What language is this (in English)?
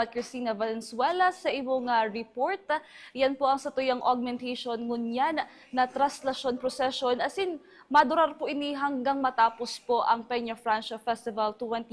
Bikol